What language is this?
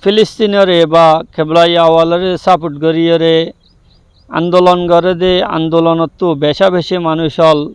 Rohingya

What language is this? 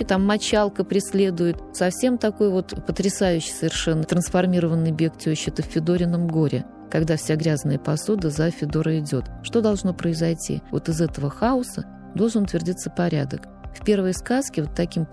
Russian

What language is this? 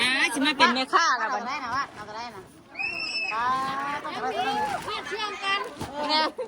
Northeastern Thai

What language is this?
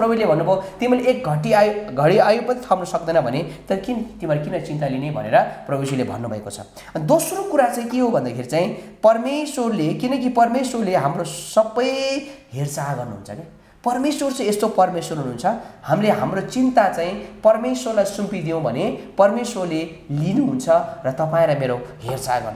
Nepali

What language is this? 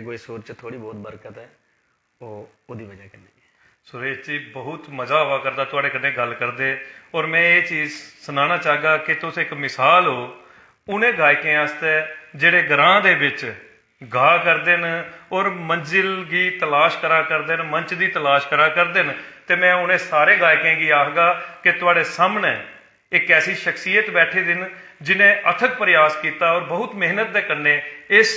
Dogri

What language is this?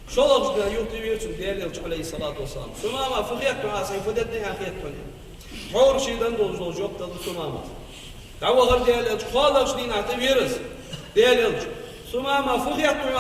Ingush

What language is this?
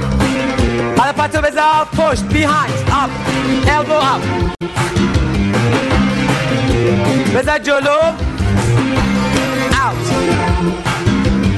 Persian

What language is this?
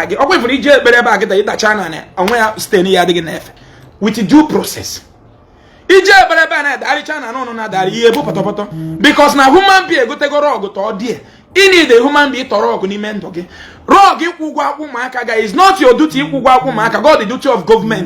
Igbo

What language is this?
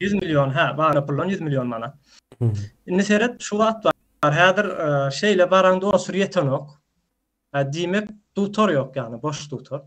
Turkmen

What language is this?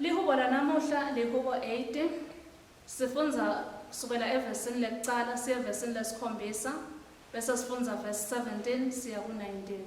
Swati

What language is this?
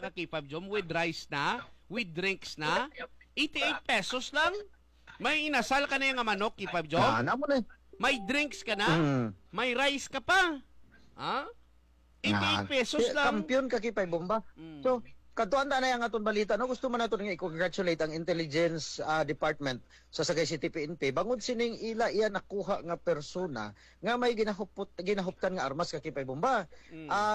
Hiligaynon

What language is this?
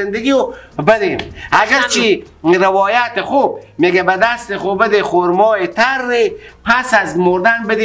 Persian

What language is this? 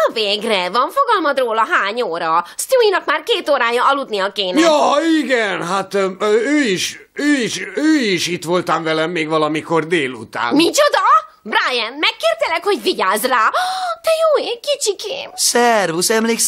Hungarian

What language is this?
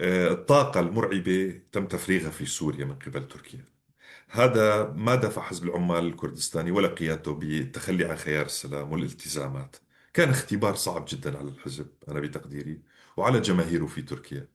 North Levantine Arabic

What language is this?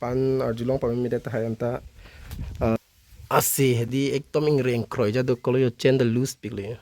Karbi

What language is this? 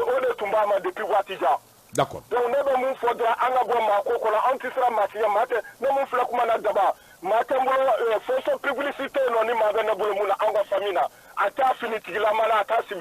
Bambara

